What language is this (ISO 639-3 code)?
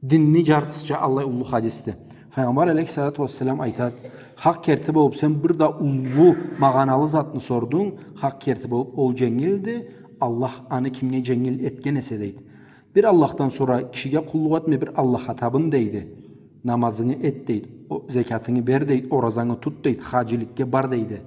krc